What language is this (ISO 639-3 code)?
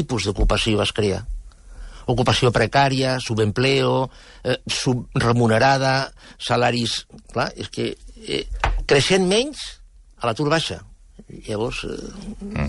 cat